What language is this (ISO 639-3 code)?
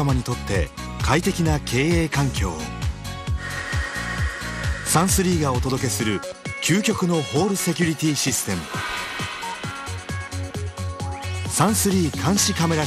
jpn